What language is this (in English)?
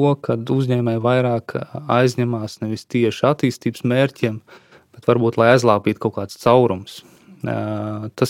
Latvian